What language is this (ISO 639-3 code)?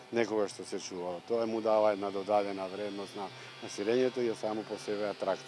mkd